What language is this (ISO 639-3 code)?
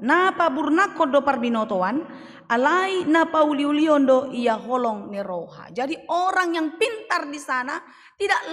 bbc